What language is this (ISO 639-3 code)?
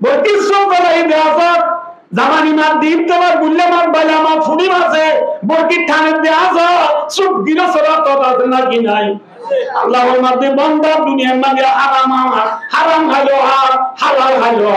rhg